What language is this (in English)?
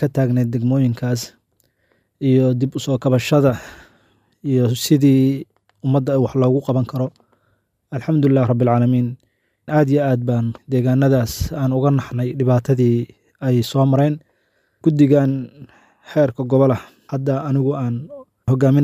Somali